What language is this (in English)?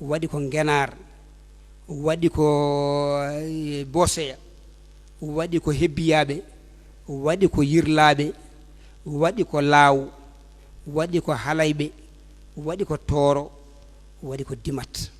Fula